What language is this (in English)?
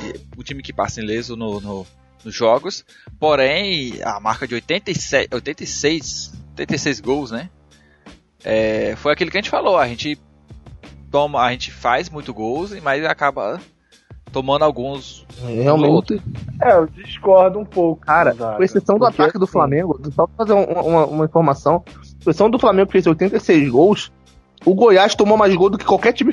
Portuguese